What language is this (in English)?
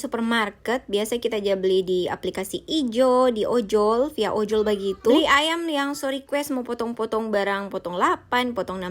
Manado Malay